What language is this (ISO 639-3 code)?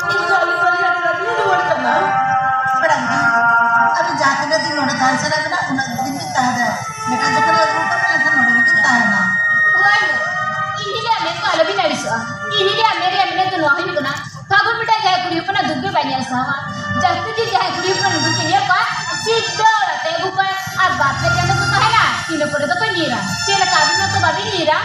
sat